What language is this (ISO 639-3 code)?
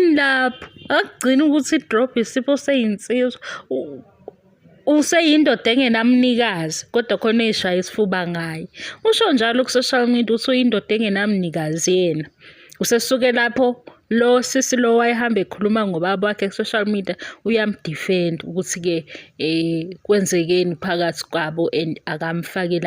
zul